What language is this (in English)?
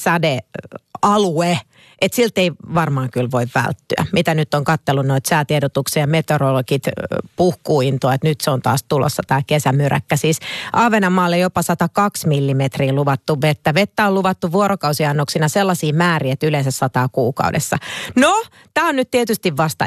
Finnish